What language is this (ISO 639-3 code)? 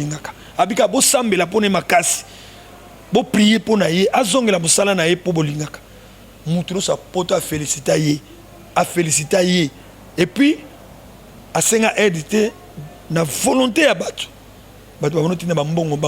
lin